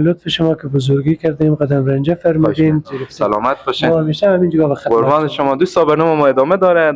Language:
Persian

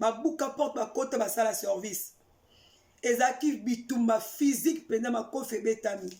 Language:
Lingala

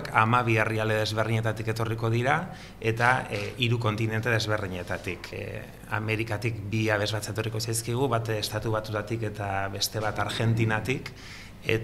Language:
Basque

